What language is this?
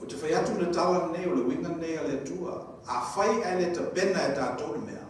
Samoan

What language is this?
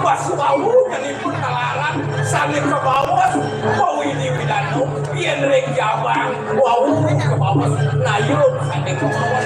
Balinese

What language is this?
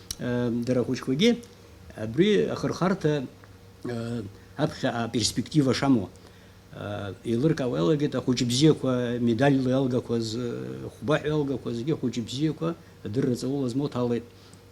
Abkhazian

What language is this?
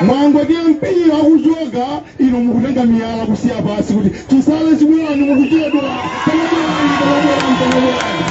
Nyanja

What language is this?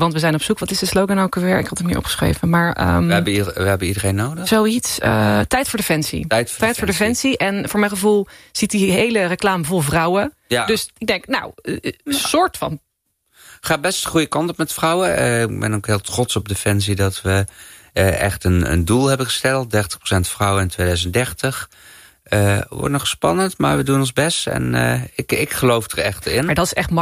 Dutch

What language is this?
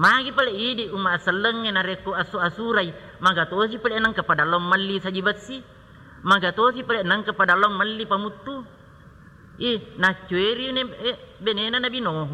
Buginese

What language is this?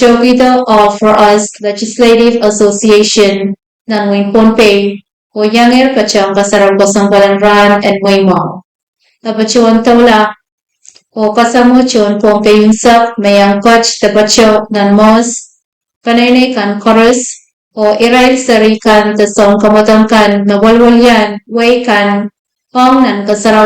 Pohnpeian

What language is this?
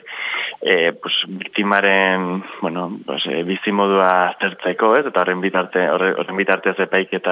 Basque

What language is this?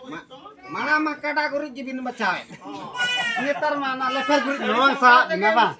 Santali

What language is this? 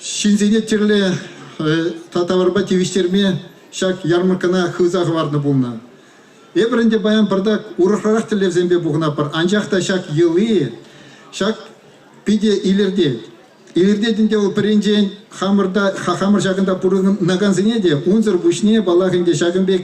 Chuvash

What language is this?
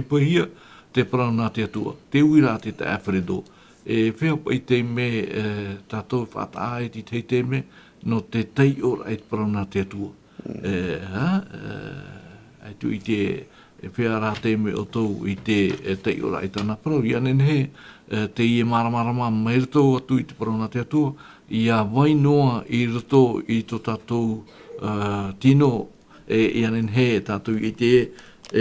Tahitian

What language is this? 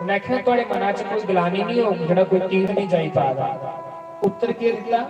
Dogri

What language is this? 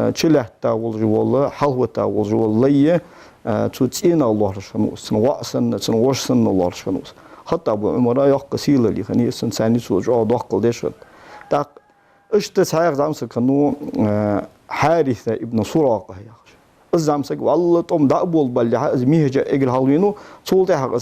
Ingush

